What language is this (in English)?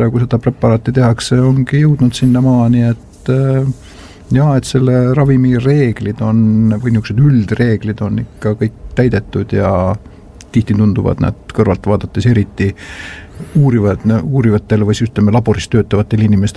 Estonian